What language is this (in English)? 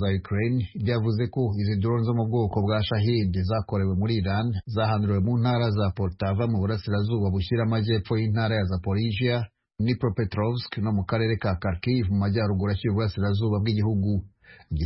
Kinyarwanda